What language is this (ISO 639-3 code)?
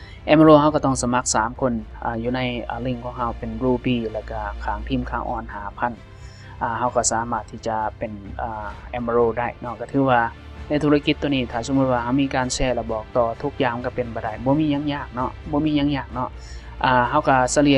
lao